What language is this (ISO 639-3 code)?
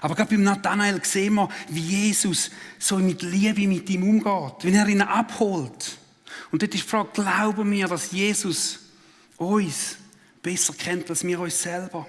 gsw